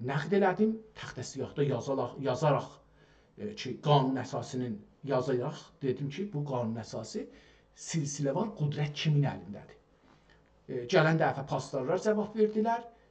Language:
South Azerbaijani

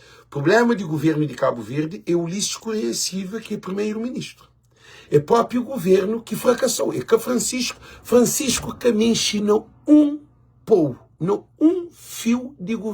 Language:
Kabuverdianu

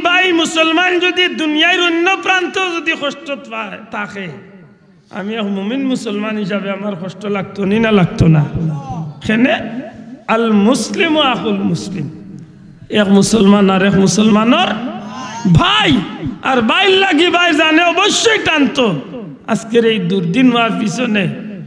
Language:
Sylheti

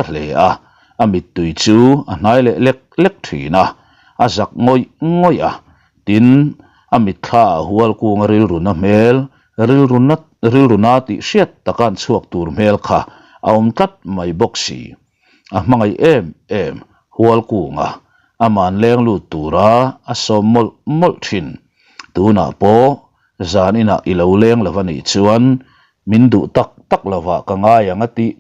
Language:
Mizo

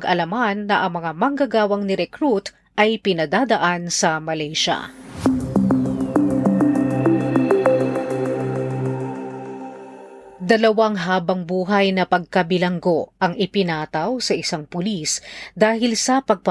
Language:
Filipino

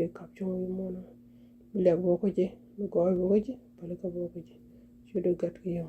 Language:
Nuer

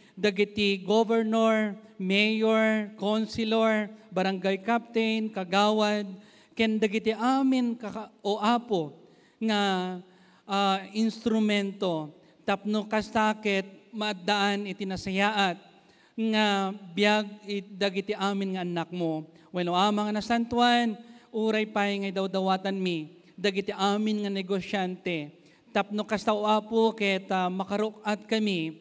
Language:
Iloko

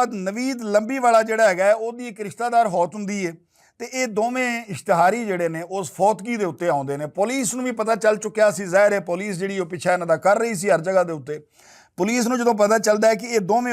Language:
Western Panjabi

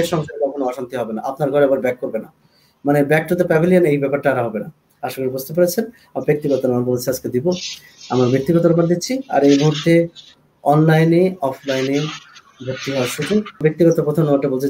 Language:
Bangla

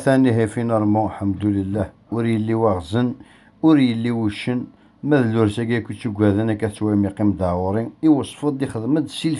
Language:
Kabyle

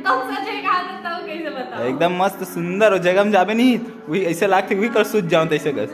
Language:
Chhattisgarhi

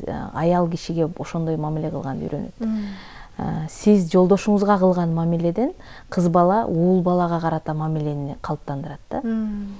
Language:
Kyrgyz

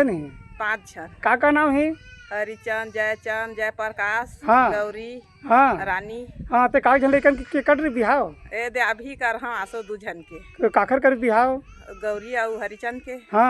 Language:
Chhattisgarhi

